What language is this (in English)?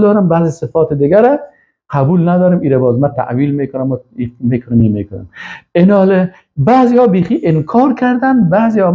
Persian